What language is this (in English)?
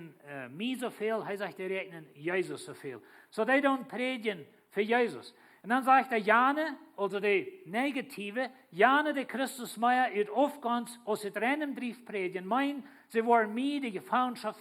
Plautdietsch